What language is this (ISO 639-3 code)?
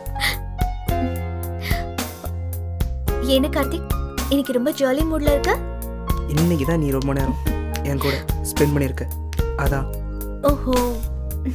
tam